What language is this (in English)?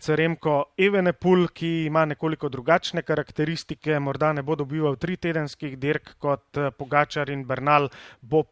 Slovenian